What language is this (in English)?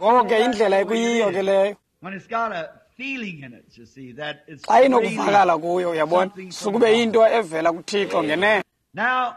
Xhosa